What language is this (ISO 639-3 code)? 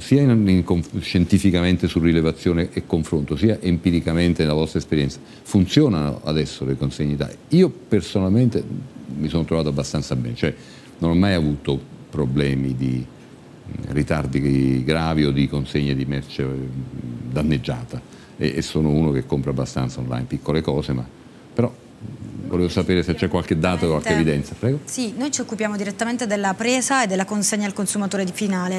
ita